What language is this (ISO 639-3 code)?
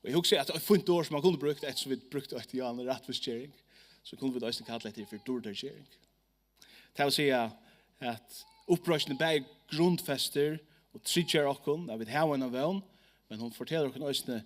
fao